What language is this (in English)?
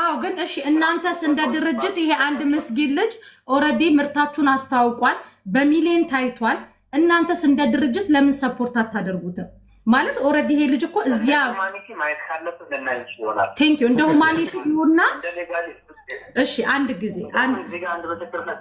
Amharic